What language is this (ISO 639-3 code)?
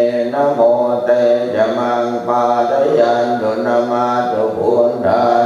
pli